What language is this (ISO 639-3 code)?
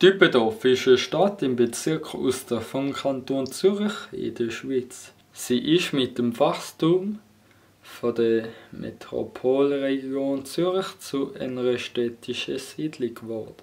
gsw